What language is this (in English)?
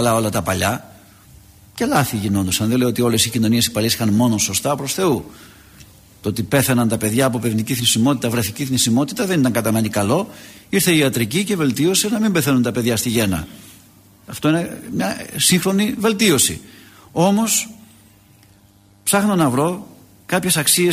Greek